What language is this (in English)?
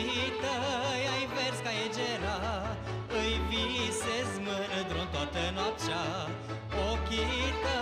Romanian